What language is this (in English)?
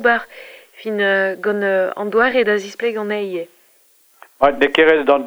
Breton